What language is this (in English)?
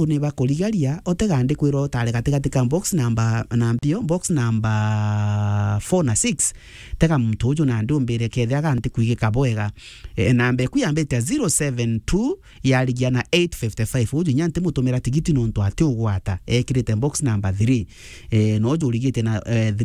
Meru